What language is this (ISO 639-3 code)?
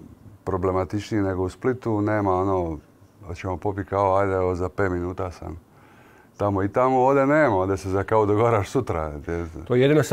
hrv